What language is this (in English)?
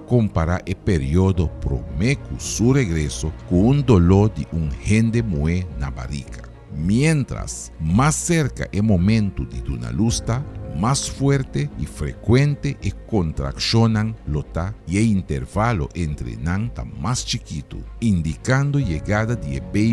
Papiamento